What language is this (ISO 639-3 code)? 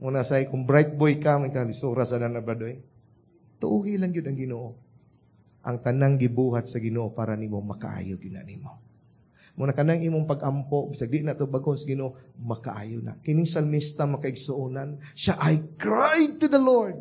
ceb